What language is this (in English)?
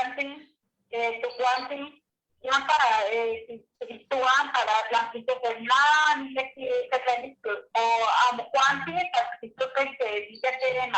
Eastern Huasteca Nahuatl